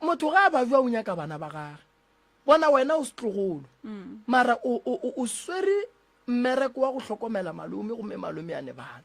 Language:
Northern Sotho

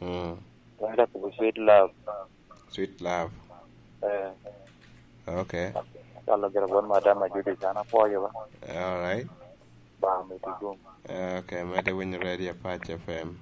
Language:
Lango (Uganda)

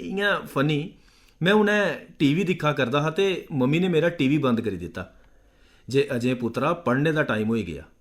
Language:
Dogri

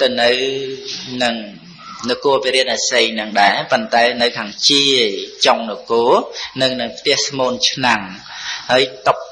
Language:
Khmer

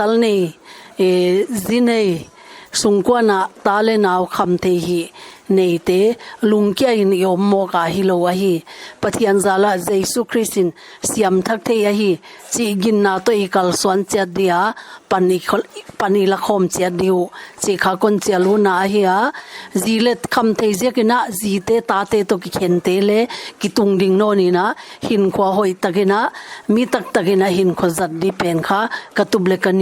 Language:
Paite Chin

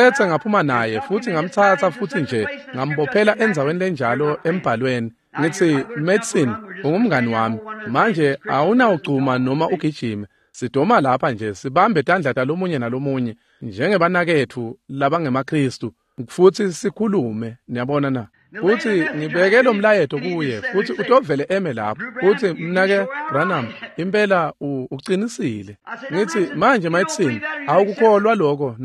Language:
Swati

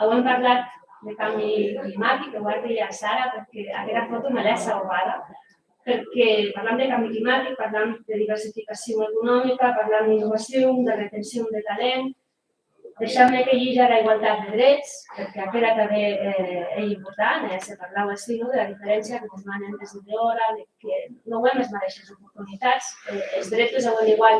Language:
Occitan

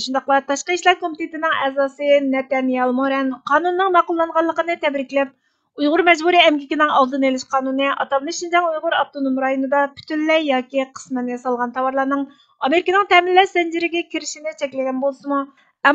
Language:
Uyghur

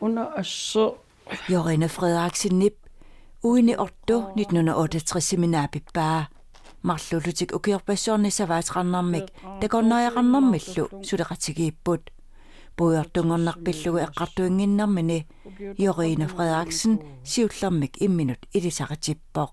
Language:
Kalaallisut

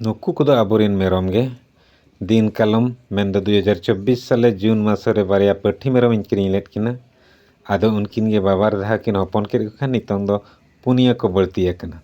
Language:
Santali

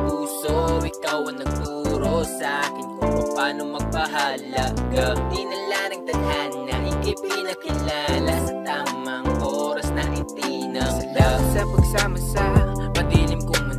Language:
Filipino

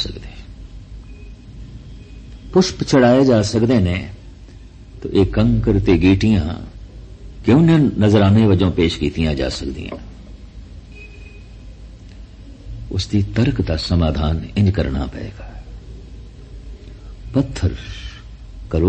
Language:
Punjabi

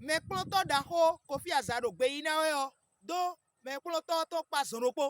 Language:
Fon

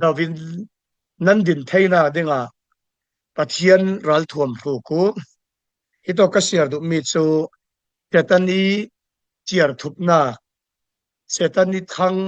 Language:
Falam Chin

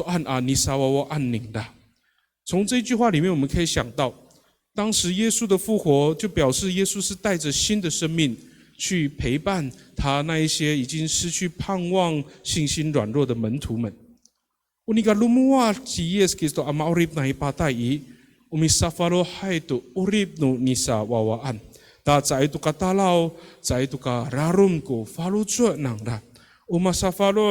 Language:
Amis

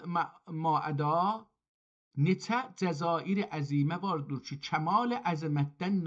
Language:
South Azerbaijani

